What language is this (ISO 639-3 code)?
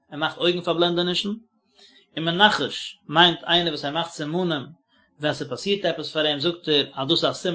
yid